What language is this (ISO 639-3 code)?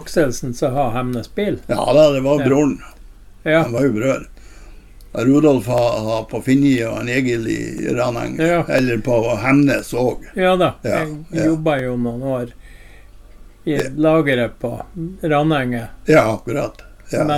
nor